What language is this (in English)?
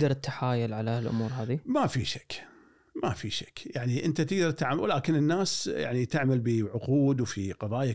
Gulf Arabic